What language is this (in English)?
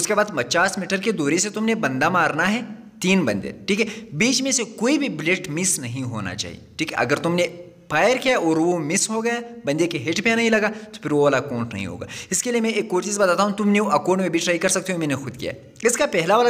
Hindi